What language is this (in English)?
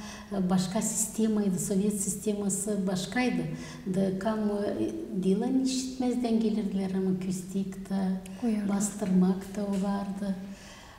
Gagauz